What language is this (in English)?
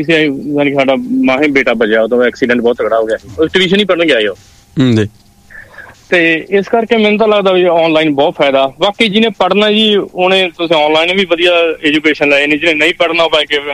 Punjabi